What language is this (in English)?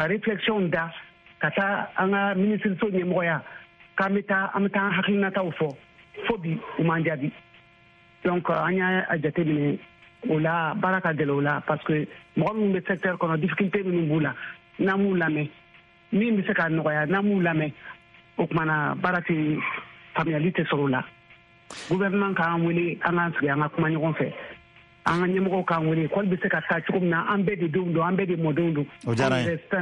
Bambara